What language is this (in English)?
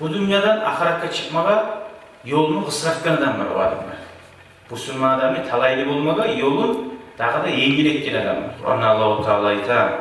Kumyk